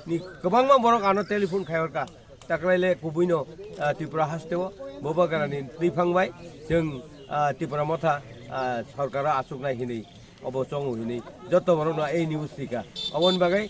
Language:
Kok Borok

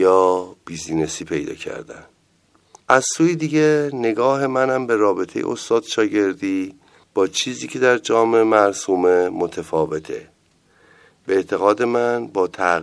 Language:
Persian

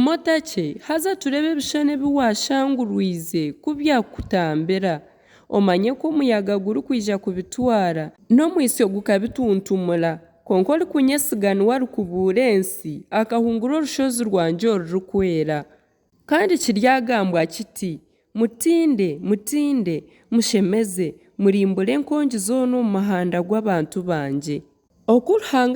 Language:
Nyankole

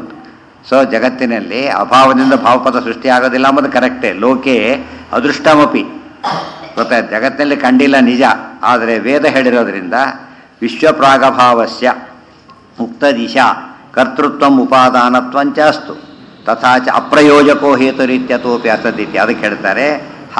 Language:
Kannada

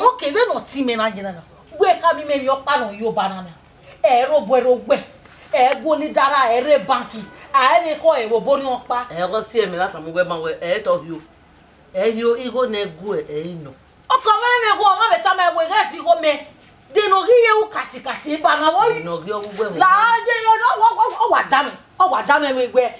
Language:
Bini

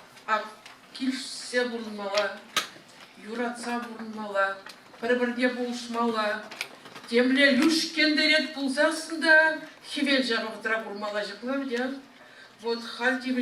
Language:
Chuvash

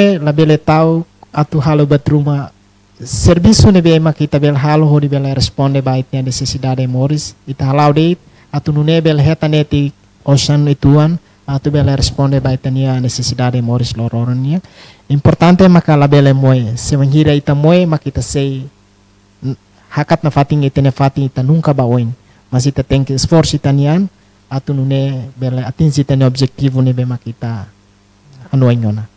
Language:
Tetum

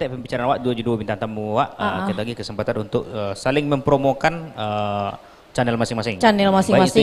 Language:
Minangkabau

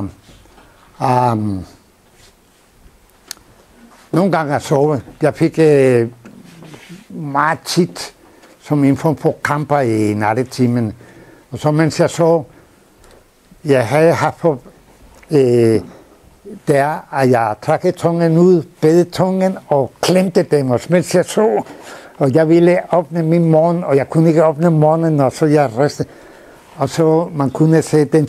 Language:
Danish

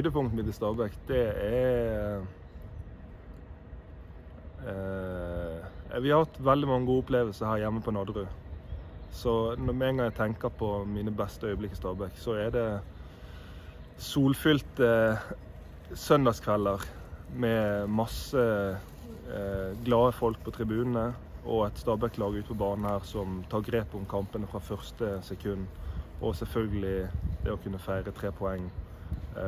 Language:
Norwegian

